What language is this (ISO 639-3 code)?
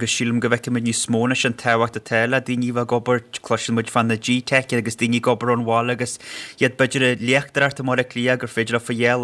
gle